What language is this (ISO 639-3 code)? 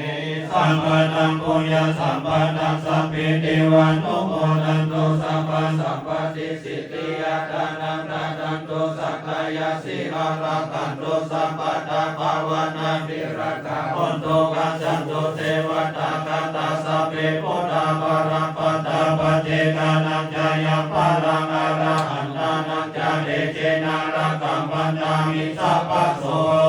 pli